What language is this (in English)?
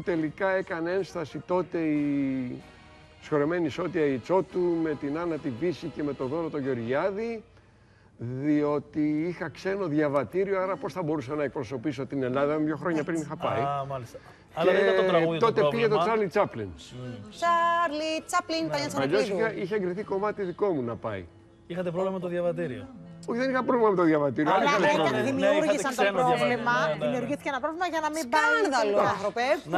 Greek